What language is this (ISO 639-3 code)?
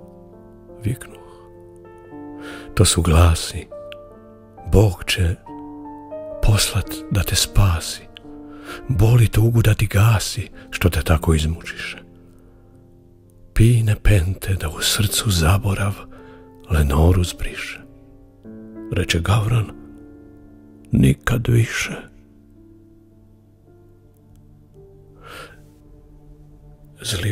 hrv